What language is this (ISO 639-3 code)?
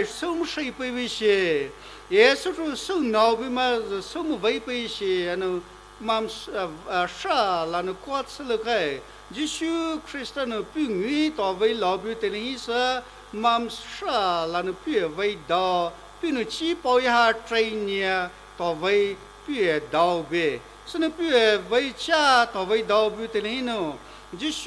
pmx